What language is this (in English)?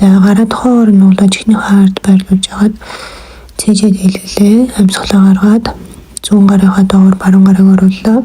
Mongolian